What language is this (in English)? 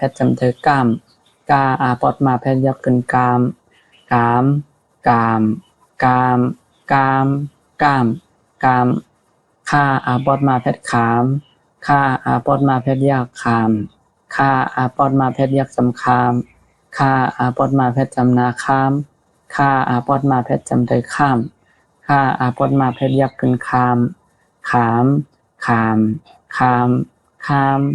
Shan